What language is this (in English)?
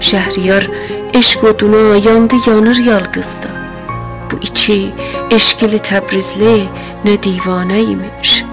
South Azerbaijani